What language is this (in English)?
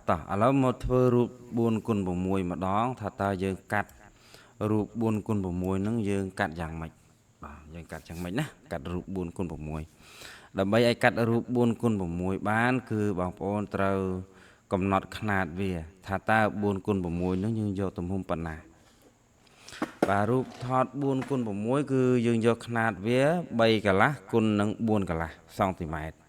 Khmer